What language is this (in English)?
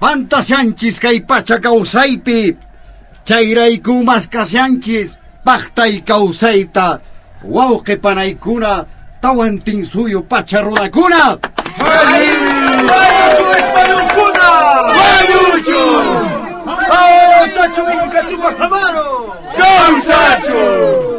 Quechua